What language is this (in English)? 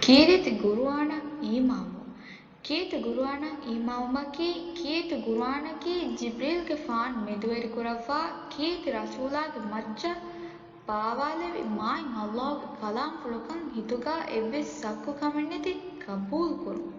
Divehi